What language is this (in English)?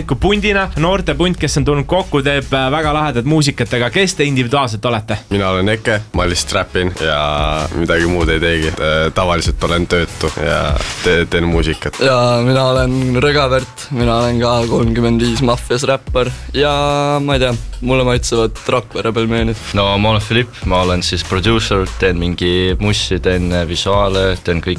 Estonian